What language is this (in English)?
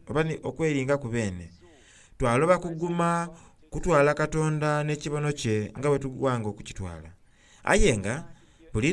Soga